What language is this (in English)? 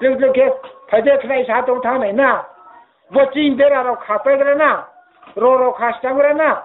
Riang (India)